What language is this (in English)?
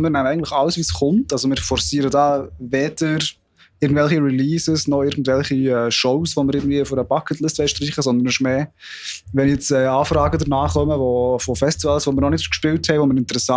Swiss German